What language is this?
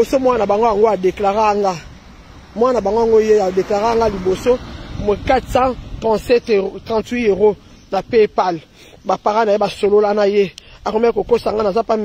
Lingala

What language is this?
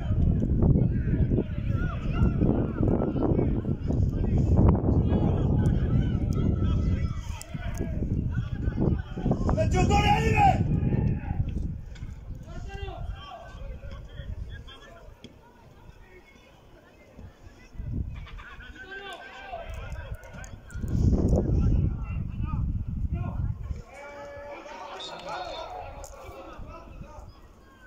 Bulgarian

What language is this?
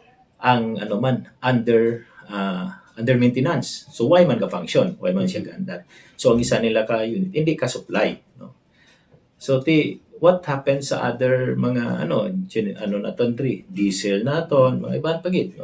Hiligaynon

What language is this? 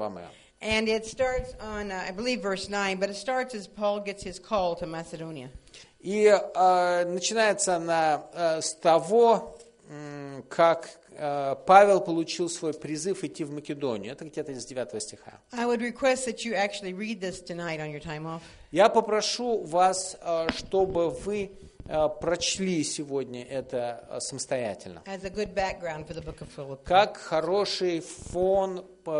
Russian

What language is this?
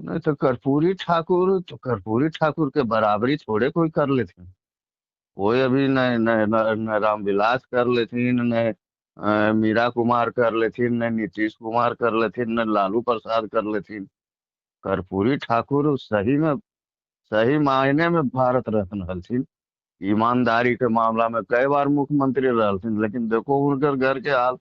Magahi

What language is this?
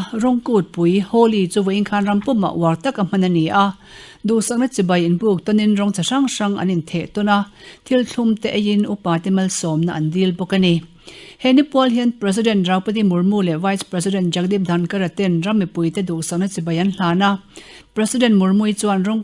Mizo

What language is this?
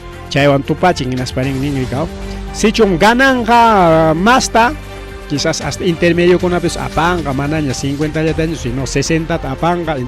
Ayacucho Quechua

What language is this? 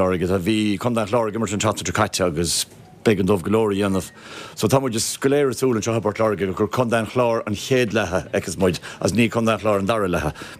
Irish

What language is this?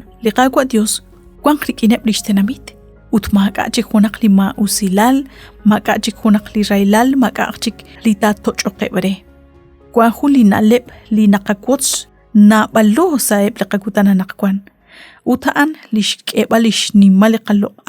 Kekchí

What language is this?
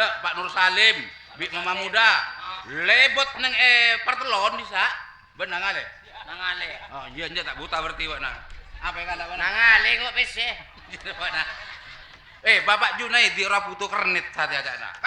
Madurese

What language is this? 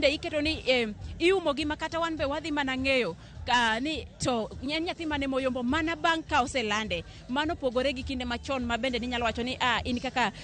Luo (Kenya and Tanzania)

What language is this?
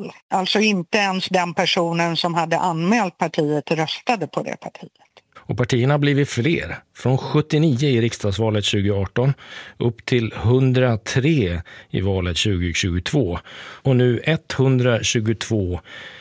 Swedish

